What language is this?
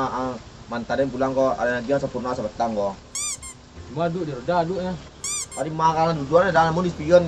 Minangkabau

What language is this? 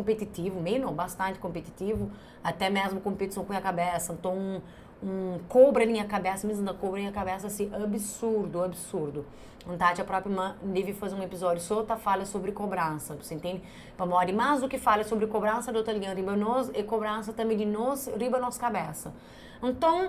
Kabuverdianu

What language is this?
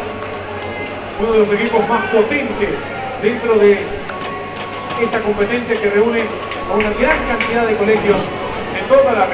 Spanish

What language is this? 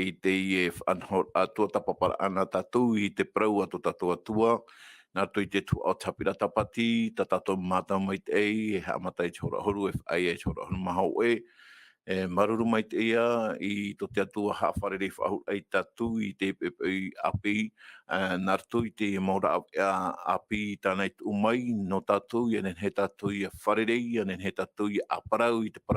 Tahitian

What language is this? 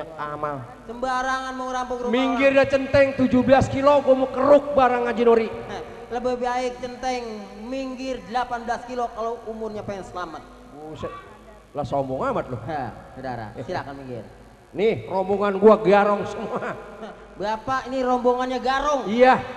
Betawi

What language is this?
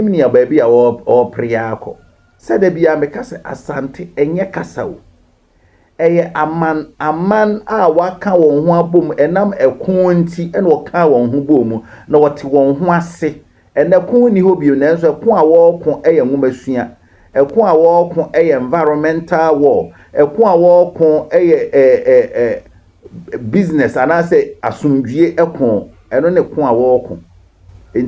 Akan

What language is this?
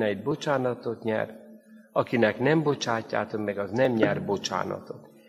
Hungarian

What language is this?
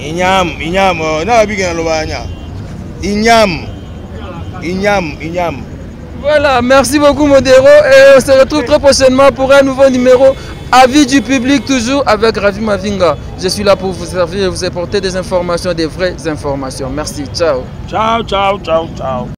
Lingala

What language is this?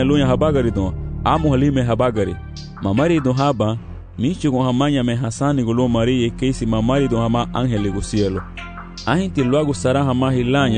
Garifuna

